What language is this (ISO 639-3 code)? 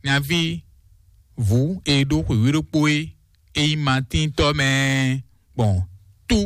fon